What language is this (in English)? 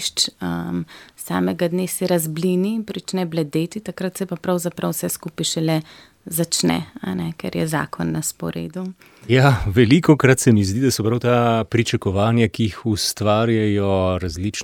Slovenian